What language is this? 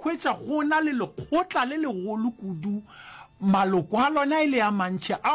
Northern Sotho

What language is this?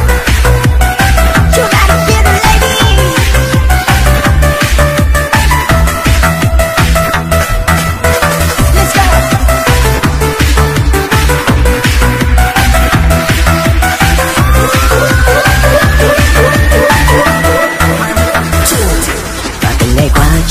Vietnamese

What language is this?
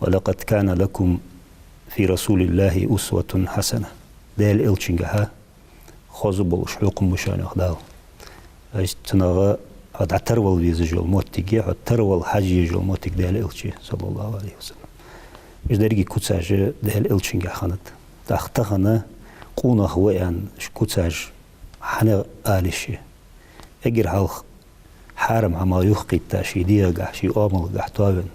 Ingush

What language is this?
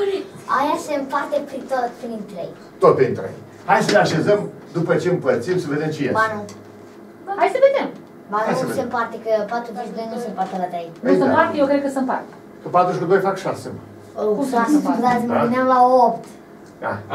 Romanian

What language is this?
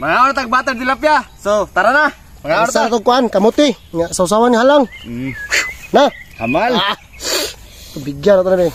Cebuano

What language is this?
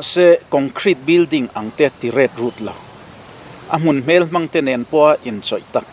Mizo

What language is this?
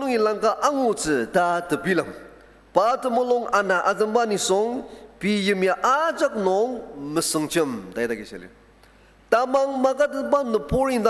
Ao Naga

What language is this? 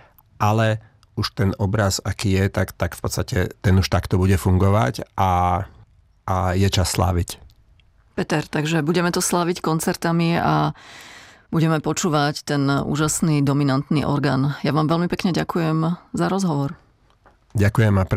Slovak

